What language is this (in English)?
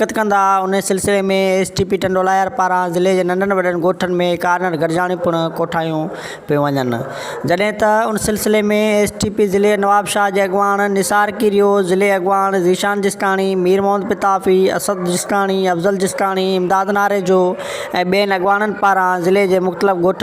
Sindhi